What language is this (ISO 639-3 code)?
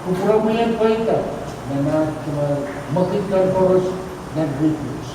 pon